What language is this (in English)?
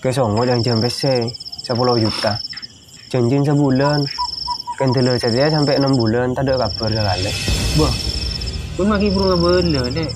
Madurese